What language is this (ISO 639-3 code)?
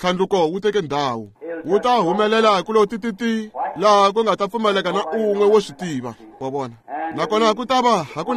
tso